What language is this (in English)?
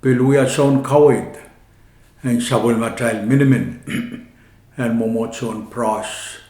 Pohnpeian